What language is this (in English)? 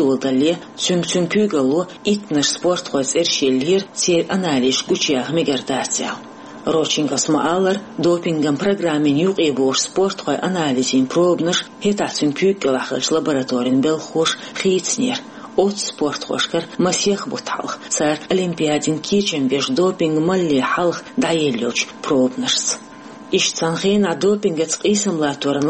Chechen